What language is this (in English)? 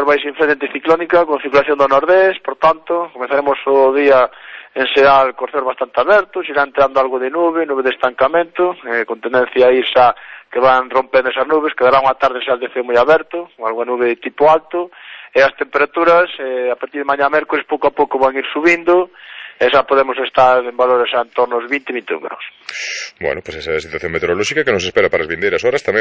Galician